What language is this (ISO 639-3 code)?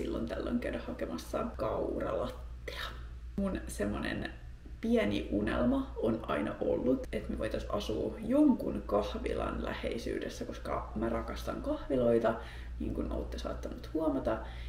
fin